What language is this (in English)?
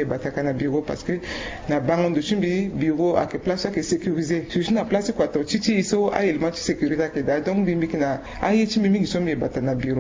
Sango